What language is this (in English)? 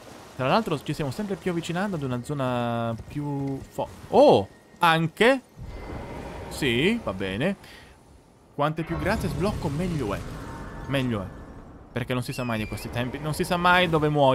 Italian